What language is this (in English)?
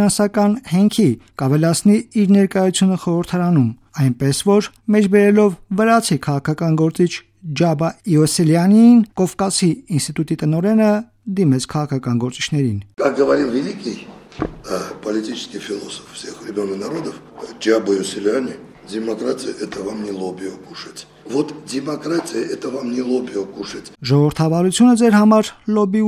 Armenian